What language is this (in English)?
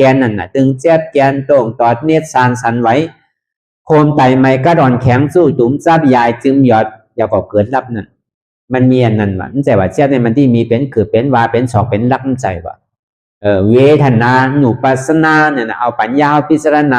Shan